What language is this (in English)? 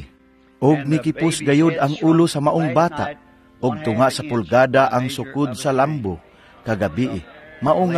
Cebuano